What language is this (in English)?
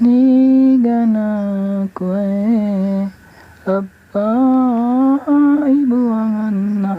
Buginese